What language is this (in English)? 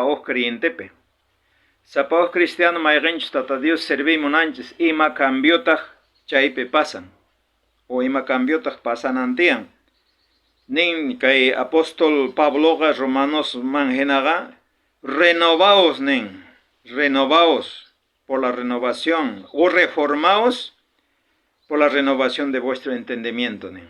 South Bolivian Quechua